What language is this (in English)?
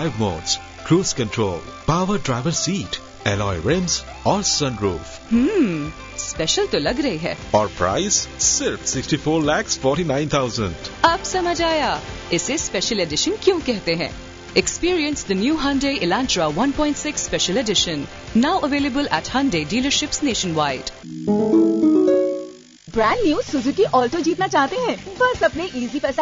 Urdu